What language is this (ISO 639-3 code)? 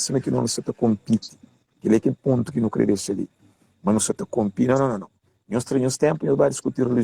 kea